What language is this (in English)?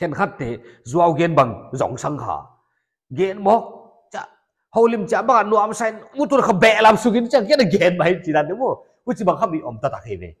Paite Chin